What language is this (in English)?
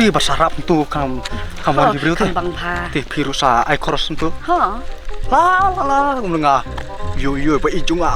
Khasi